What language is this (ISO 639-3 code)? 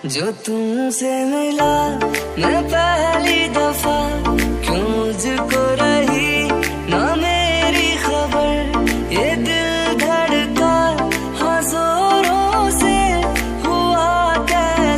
hin